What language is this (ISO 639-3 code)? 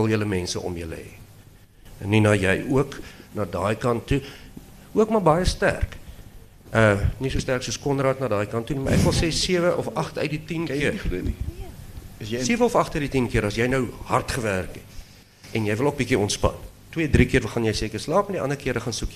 afr